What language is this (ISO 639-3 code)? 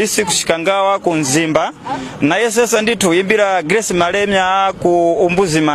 nya